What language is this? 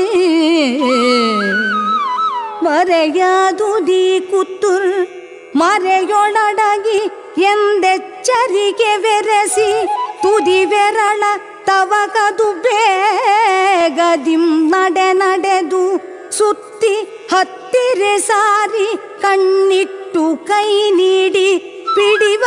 Kannada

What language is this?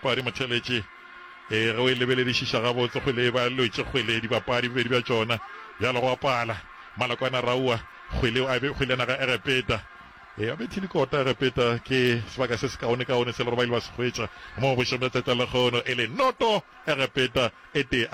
Northern Sotho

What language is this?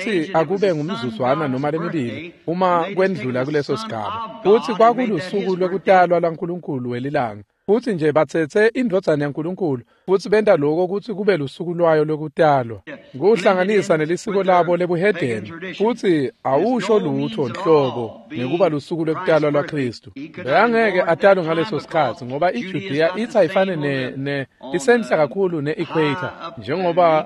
Swati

